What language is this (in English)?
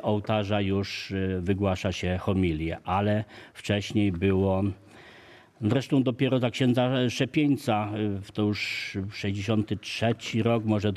Polish